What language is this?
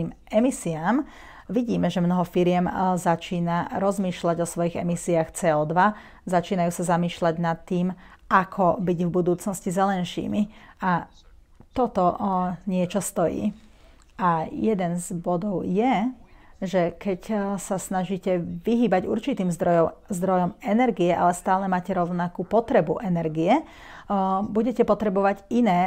Slovak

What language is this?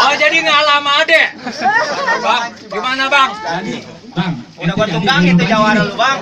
Betawi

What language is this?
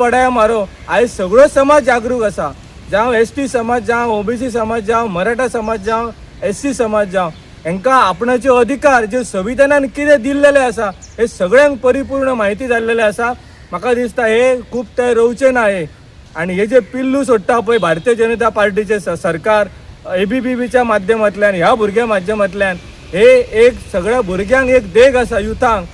Konkani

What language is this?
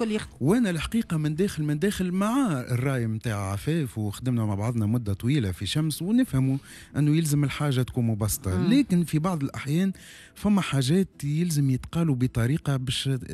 Tunisian Arabic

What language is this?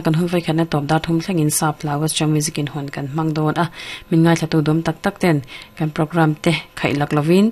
Mizo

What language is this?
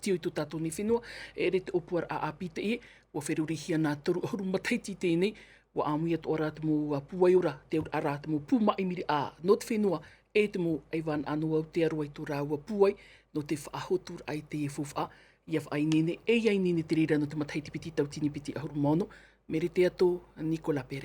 Tahitian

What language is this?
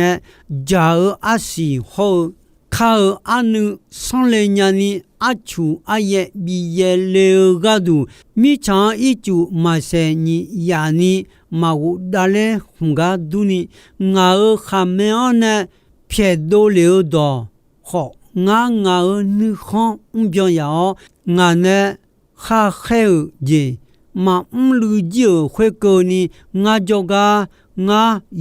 Akha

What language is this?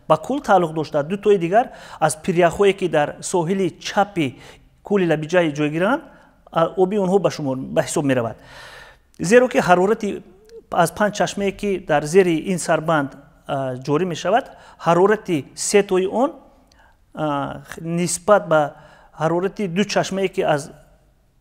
Tajik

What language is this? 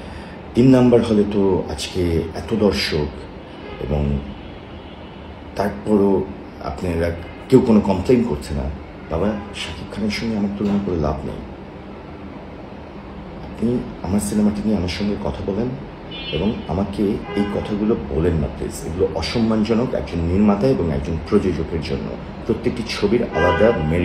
Bangla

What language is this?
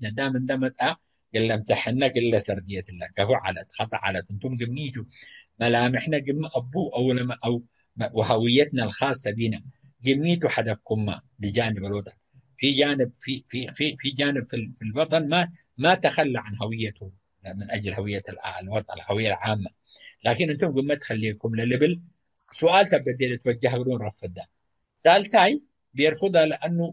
Tigre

